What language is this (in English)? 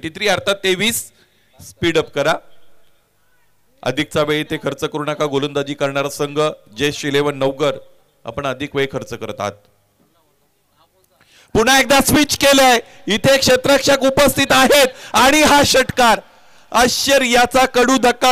Marathi